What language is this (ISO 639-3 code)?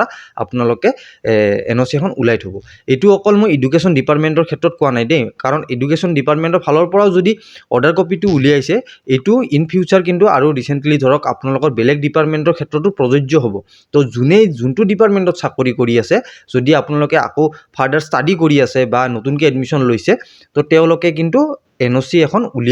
asm